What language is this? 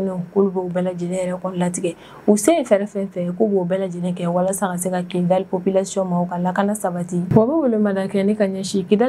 Bambara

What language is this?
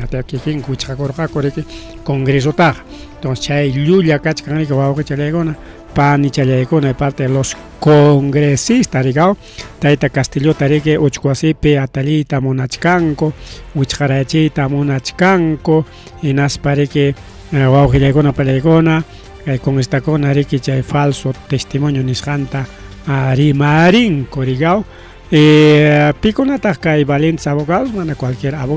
Ayacucho Quechua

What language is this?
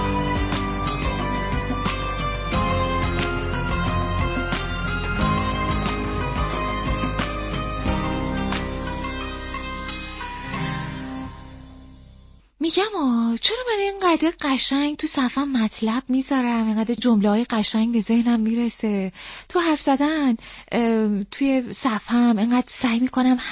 Persian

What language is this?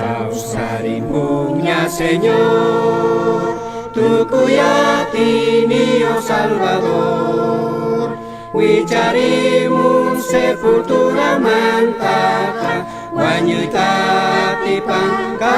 South Bolivian Quechua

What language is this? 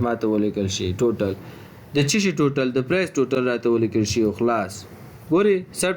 Pashto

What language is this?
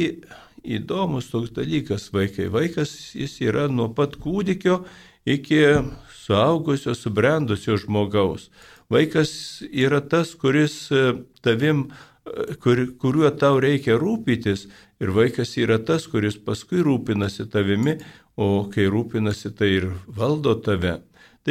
Lithuanian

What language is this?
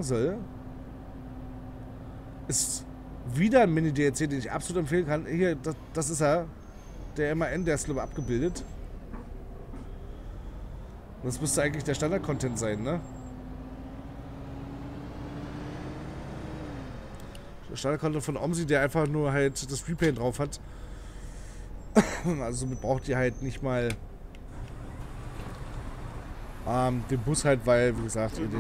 German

